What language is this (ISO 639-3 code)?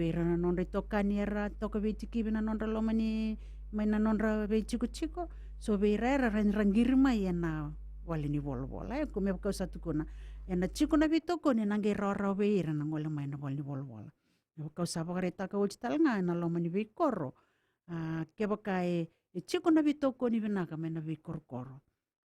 fij